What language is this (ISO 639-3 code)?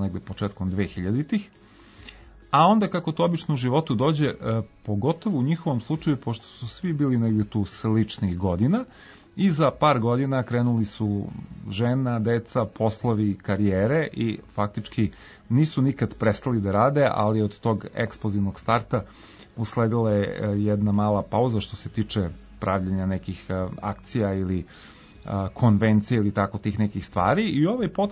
srp